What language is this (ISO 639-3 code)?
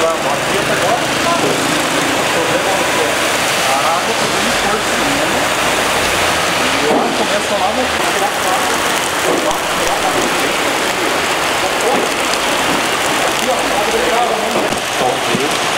por